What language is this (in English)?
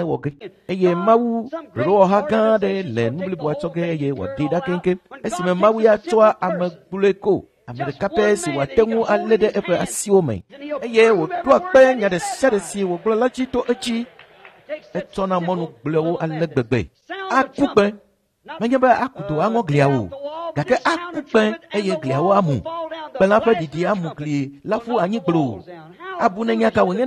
Ewe